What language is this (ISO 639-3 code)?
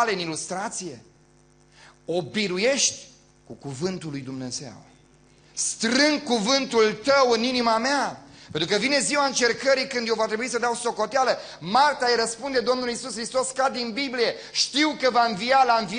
ron